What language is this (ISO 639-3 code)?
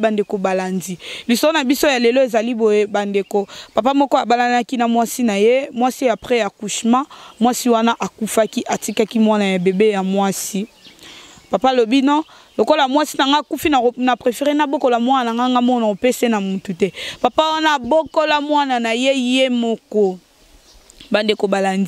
lin